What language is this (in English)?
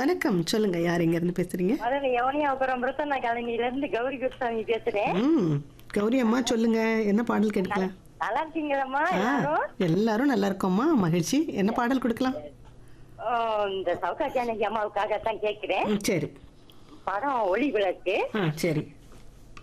Tamil